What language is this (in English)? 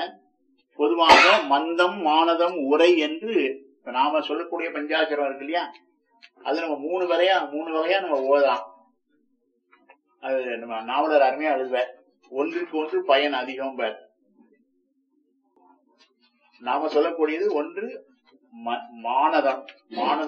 Tamil